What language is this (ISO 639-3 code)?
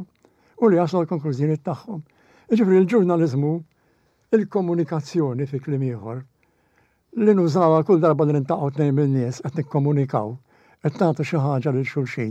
mlt